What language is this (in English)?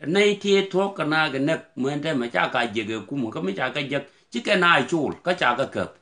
Nuer